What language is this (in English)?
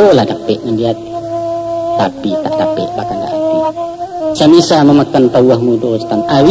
Minangkabau